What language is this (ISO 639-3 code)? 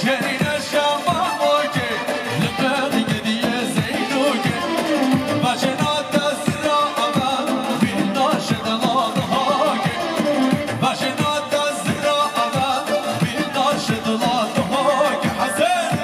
kur